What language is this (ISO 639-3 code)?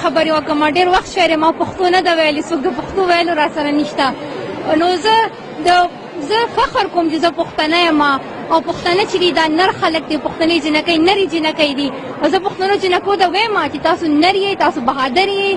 pus